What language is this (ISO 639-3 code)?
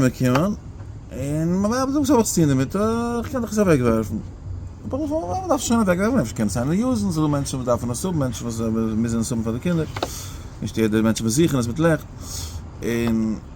yid